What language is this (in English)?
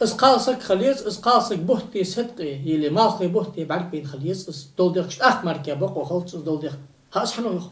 Ingush